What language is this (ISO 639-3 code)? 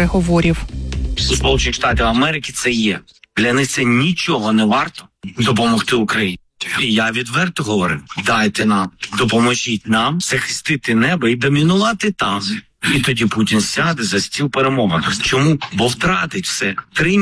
ukr